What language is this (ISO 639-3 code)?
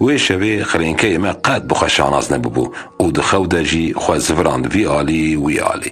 kur